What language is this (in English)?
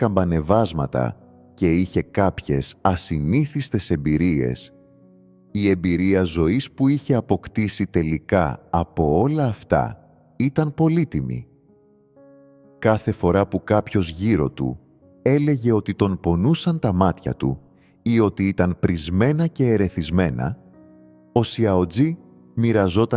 Greek